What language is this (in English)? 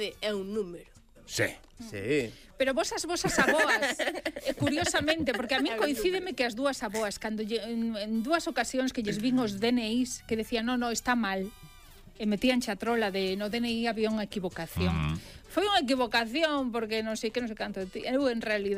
Galician